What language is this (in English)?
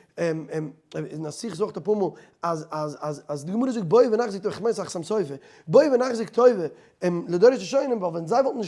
Yiddish